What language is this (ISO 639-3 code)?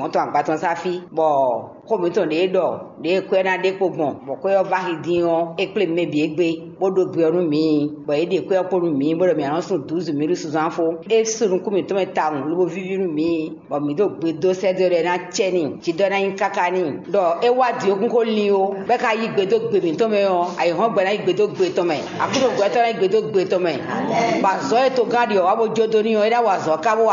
fon